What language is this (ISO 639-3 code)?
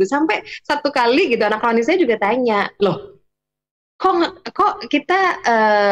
ind